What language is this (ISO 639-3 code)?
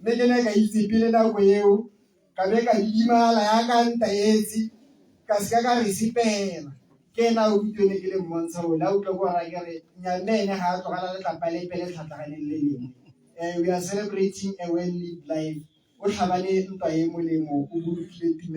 tsn